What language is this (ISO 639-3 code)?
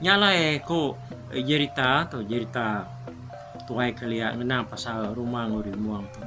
iba